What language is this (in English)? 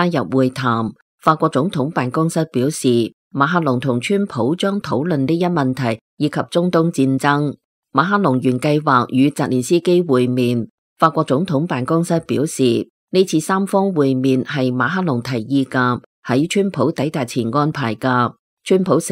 Cantonese